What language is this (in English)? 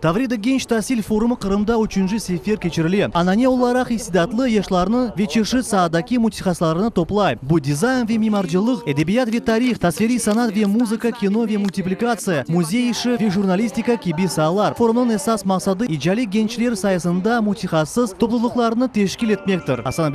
Crimean Tatar